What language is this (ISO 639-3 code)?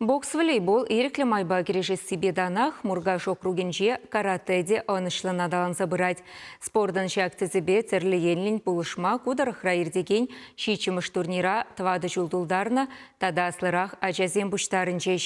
chv